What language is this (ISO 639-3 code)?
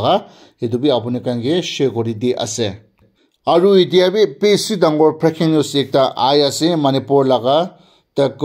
nag